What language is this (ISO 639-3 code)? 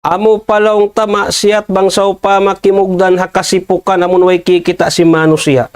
tsg